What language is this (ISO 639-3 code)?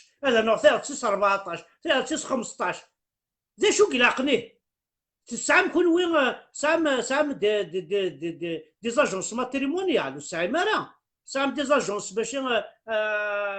kab